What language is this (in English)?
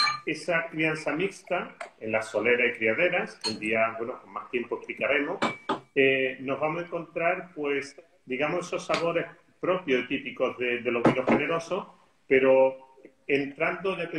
Spanish